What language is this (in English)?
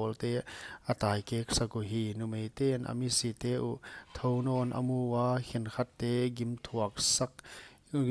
Paite Chin